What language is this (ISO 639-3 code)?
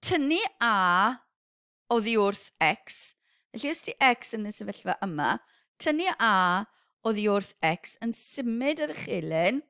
cym